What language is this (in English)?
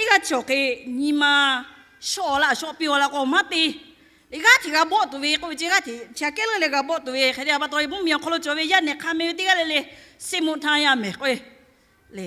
Lahu